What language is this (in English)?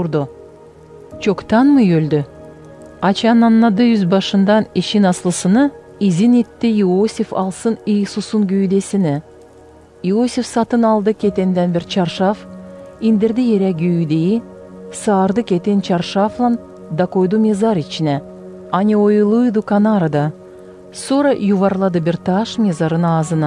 Gagauz